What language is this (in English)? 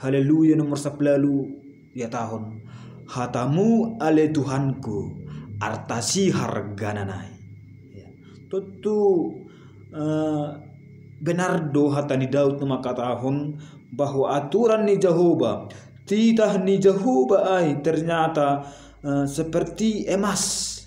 Batak Simalungun